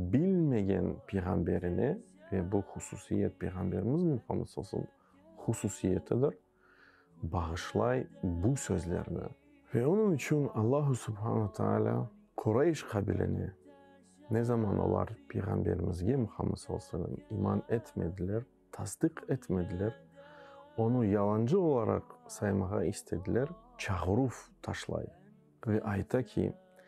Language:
Crimean Tatar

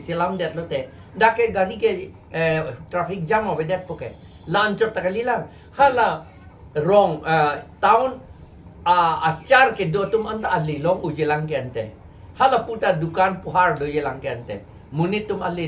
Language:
Karbi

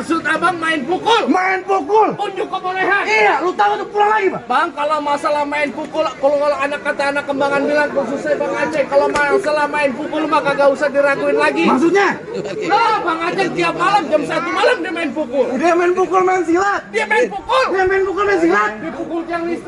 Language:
Betawi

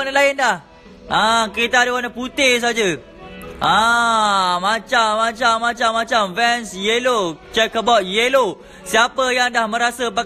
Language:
Malay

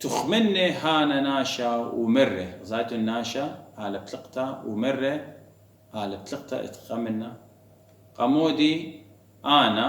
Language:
Assyrian Neo-Aramaic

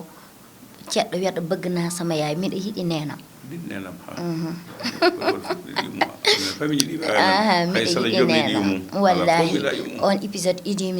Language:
Fula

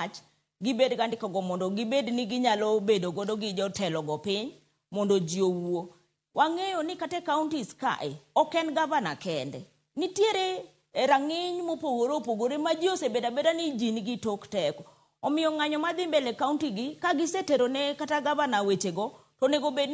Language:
Luo (Kenya and Tanzania)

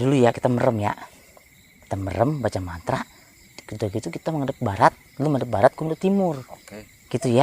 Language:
Betawi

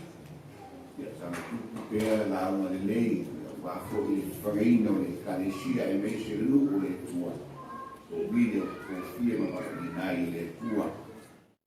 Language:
Samoan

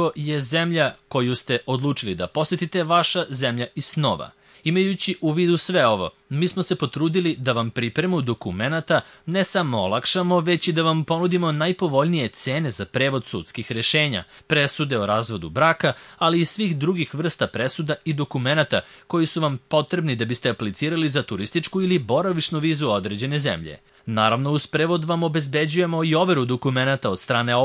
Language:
Serbian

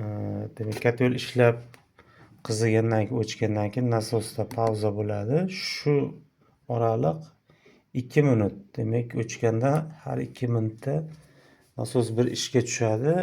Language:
Uzbek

